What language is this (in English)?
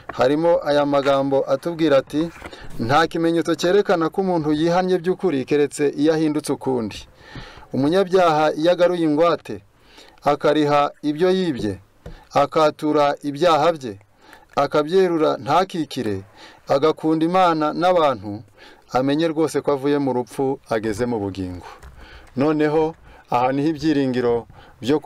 Kinyarwanda